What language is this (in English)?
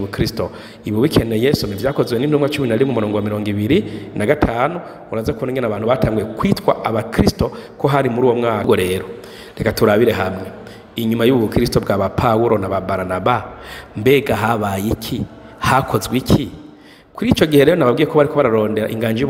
Rundi